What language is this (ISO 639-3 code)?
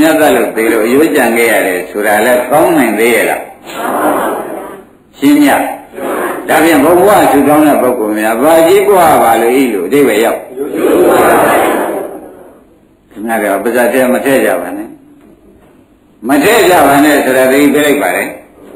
mya